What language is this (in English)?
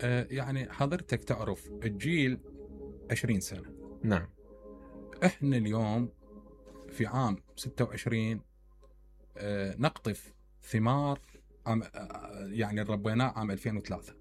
Mesopotamian Arabic